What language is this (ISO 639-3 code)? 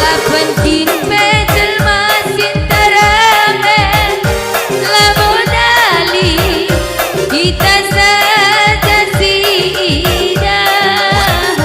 btx